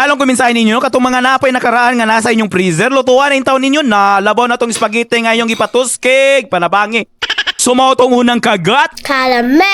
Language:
Cebuano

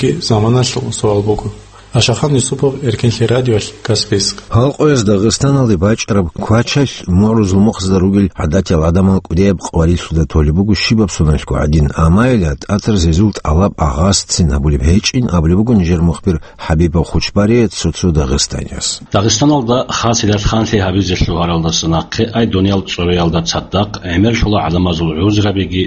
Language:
Avaric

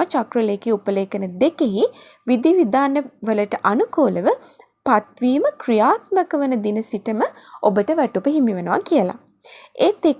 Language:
Sinhala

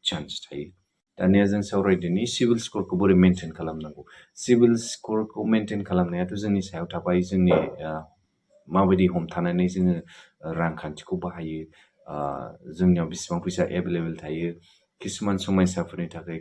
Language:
Bodo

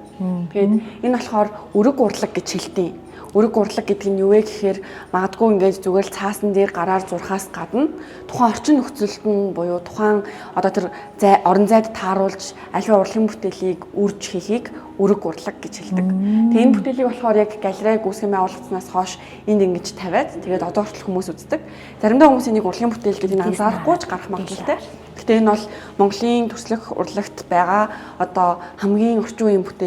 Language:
Mongolian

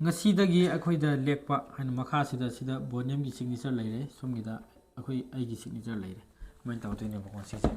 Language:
Manipuri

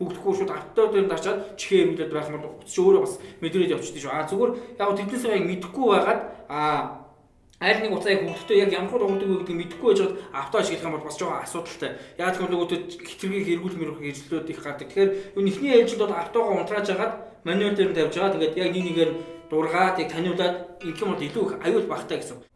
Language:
Mongolian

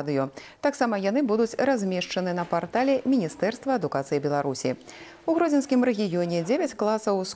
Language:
Belarusian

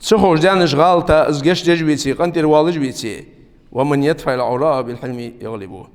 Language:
Ingush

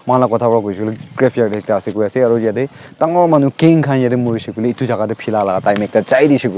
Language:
Naga Pidgin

